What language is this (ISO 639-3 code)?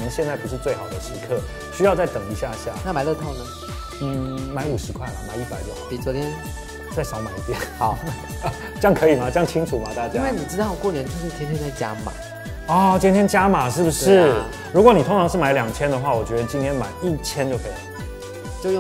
zho